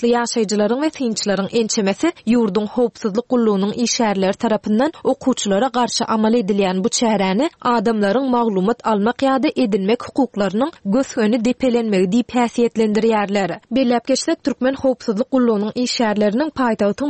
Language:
Turkmen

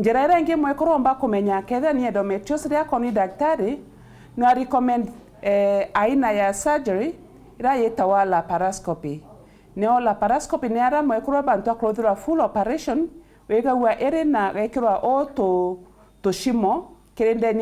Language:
Meru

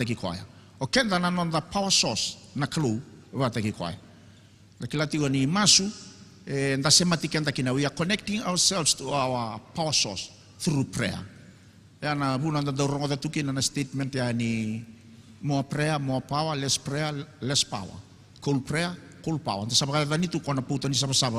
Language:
Fijian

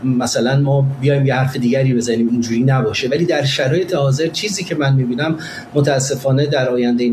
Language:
Persian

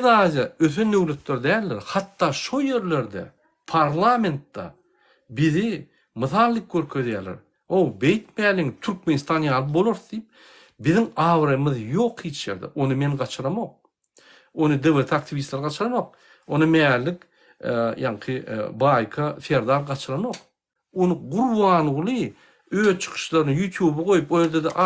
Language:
Turkmen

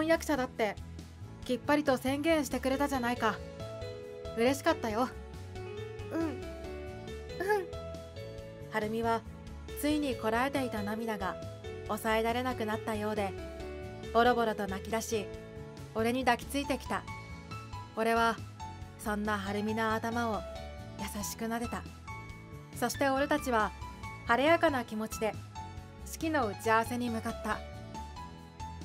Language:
Japanese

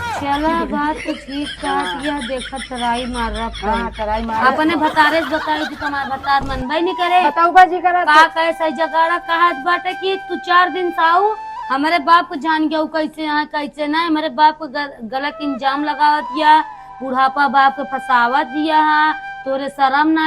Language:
Awadhi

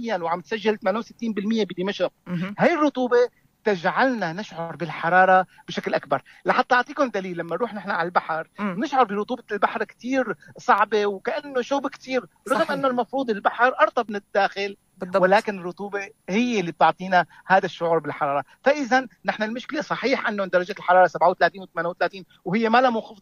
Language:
North Levantine Arabic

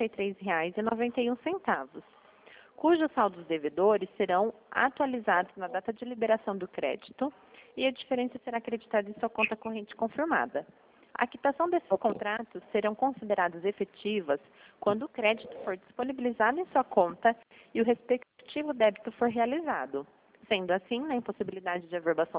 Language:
Portuguese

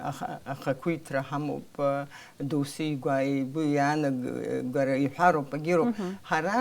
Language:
Abkhazian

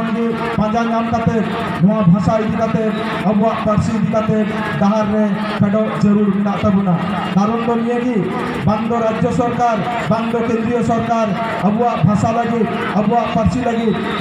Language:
Santali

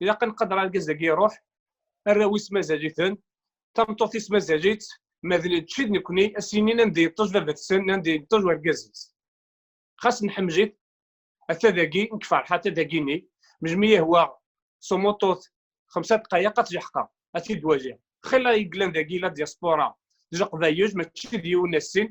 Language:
Kabyle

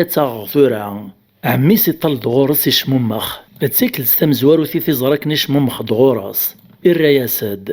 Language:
Kabyle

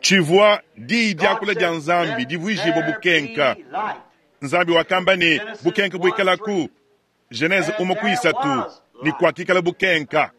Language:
Luba-Lulua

